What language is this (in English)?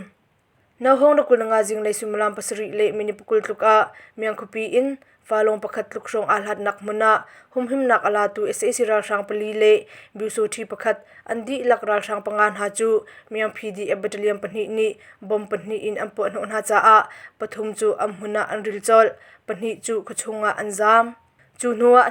Hakha Chin